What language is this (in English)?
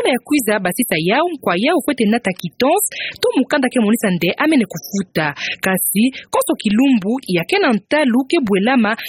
Kituba (Democratic Republic of Congo)